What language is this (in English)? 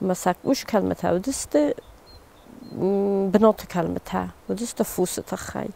Ossetic